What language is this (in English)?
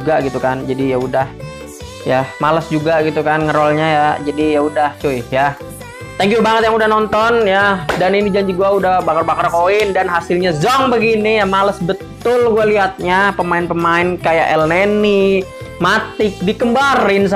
Indonesian